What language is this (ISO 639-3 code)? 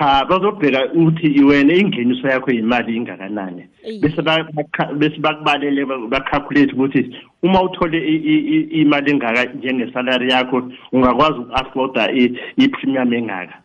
nbl